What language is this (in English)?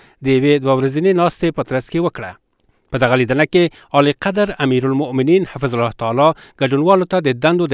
Pashto